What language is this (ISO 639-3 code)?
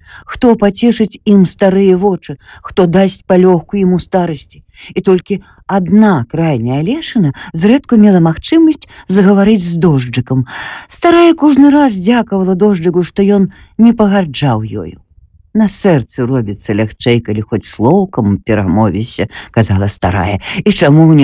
bel